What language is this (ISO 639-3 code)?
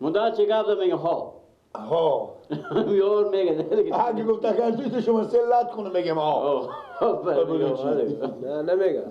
fas